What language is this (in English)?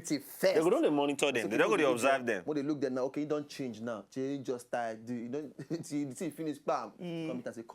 Nigerian Pidgin